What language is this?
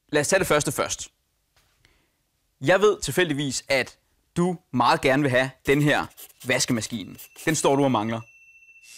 Danish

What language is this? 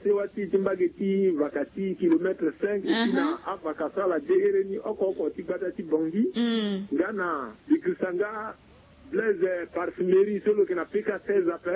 Sango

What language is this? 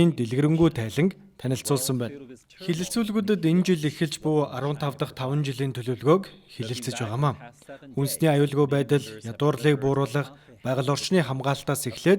Mongolian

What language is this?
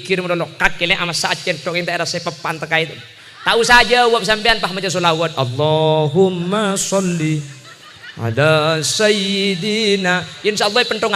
Madurese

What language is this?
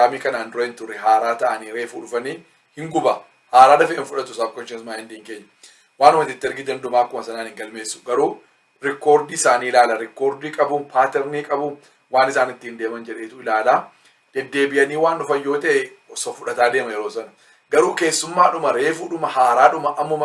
Oromo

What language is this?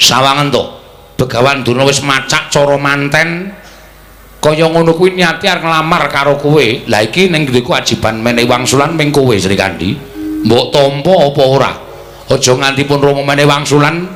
Javanese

